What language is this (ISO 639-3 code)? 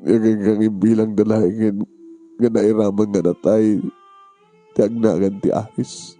ilo